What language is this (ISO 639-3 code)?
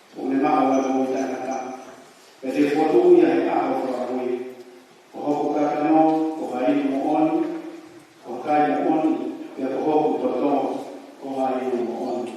ton